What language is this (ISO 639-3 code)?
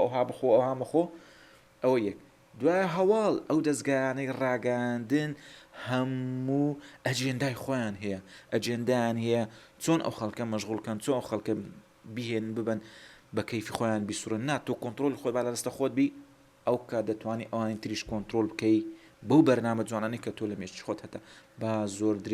ckb